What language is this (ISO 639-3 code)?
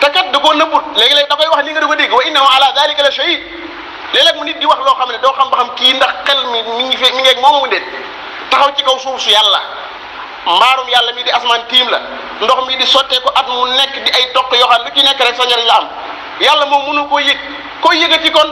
wol